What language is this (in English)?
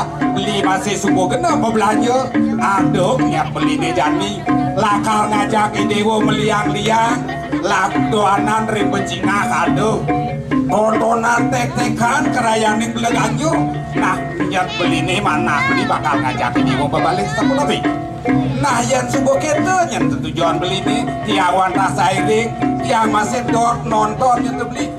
Balinese